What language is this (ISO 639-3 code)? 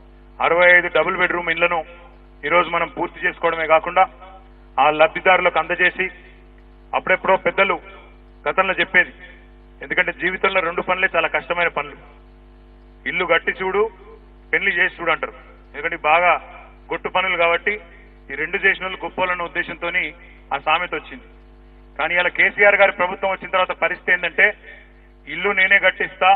tel